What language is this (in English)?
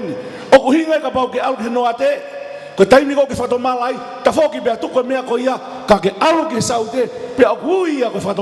Tongan